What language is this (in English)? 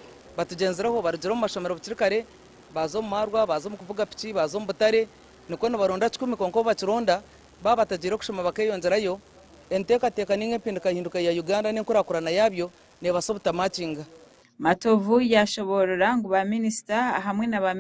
Nyankole